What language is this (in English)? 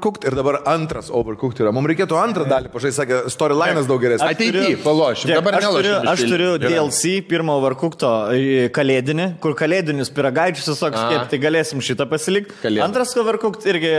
Lithuanian